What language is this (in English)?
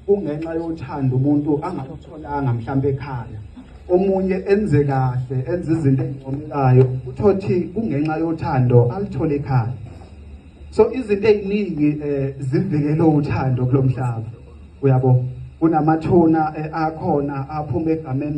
Zulu